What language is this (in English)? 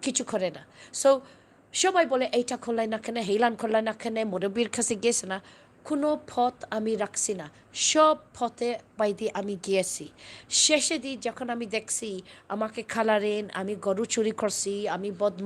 Sylheti